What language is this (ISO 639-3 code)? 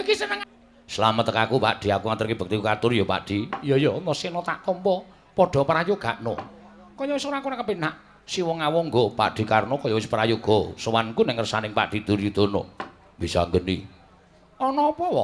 jav